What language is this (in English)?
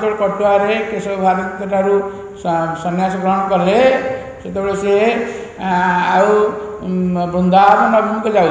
Odia